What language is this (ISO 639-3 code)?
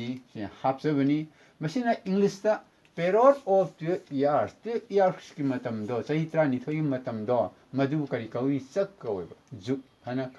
mni